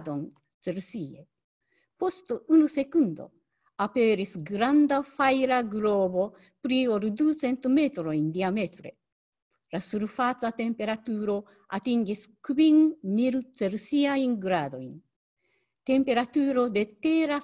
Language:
Esperanto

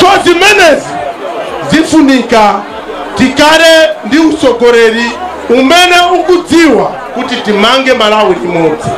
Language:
Nyanja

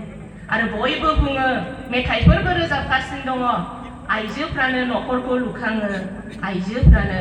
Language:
Bodo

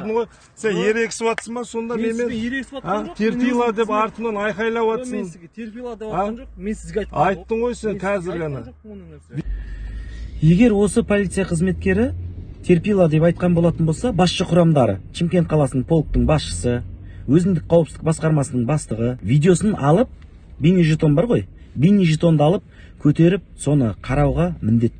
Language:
Kazakh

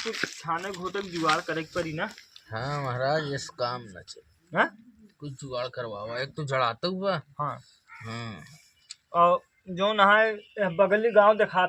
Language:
Awadhi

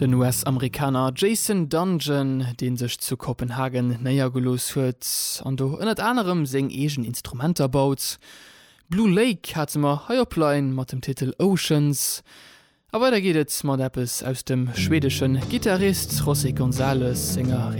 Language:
Luxembourgish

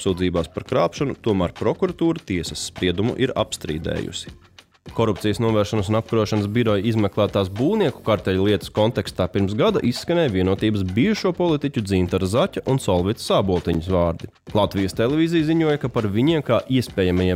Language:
Latvian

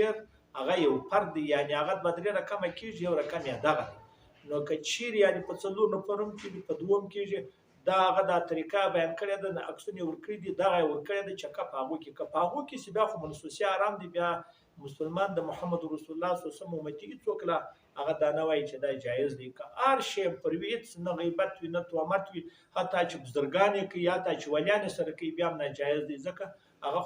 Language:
Pashto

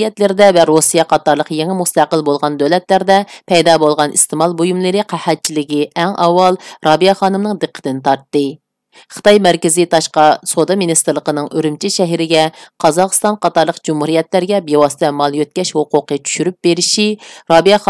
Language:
Uyghur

